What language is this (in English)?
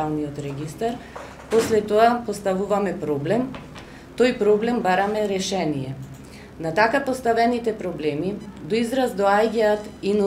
Macedonian